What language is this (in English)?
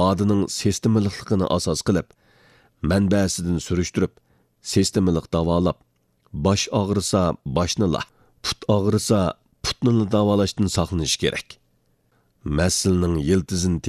Uyghur